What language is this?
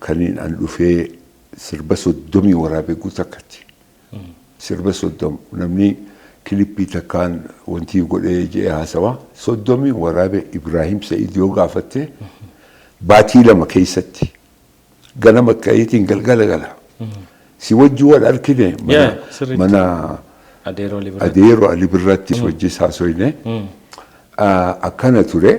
Oromo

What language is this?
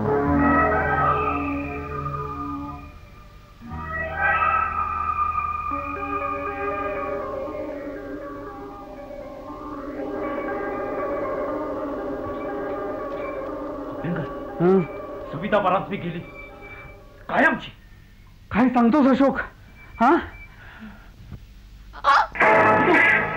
Marathi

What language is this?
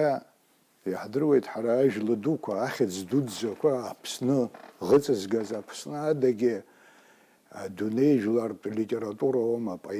Abkhazian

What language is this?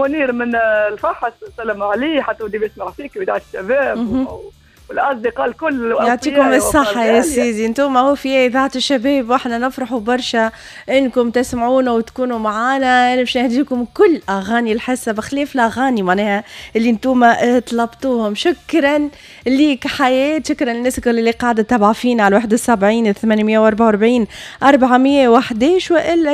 Tunisian Arabic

